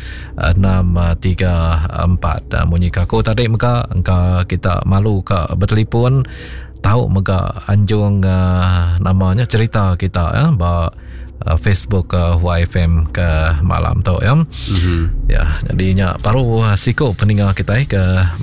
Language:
Iban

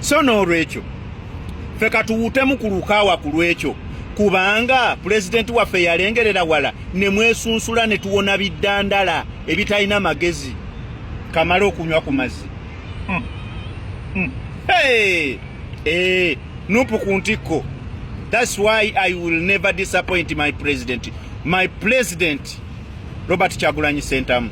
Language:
Ganda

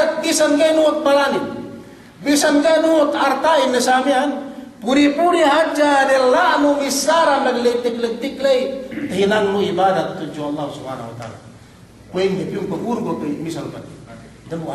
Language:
Yakan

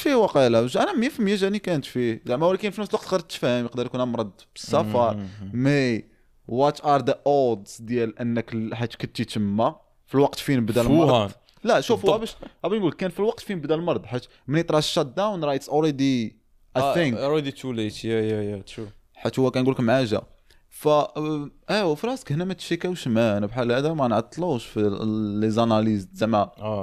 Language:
Moroccan Arabic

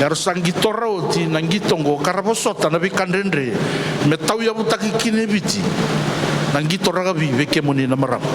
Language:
Fijian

